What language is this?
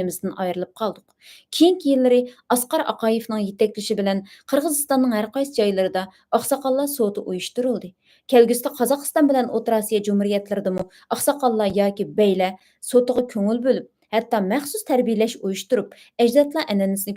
Uyghur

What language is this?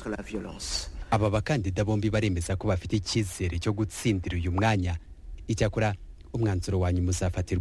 Kinyarwanda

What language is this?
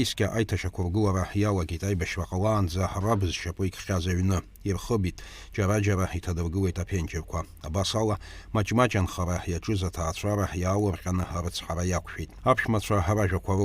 Abkhazian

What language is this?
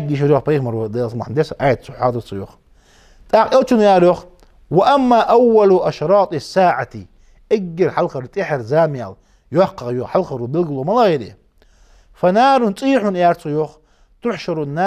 Ingush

